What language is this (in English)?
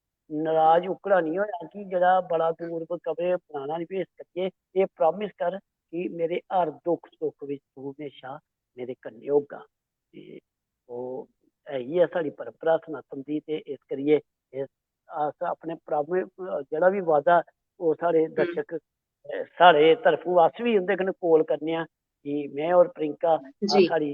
Dogri